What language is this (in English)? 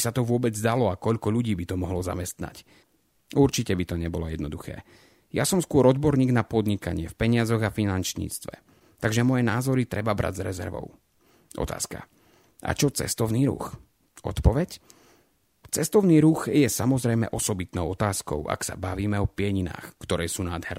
Slovak